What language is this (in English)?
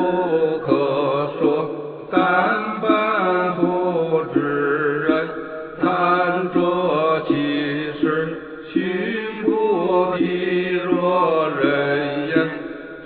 Chinese